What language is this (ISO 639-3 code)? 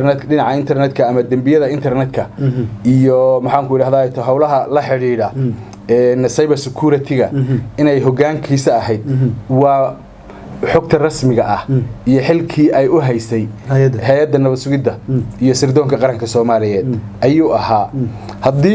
som